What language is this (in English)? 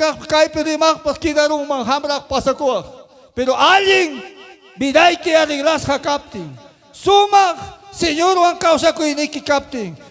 Ayacucho Quechua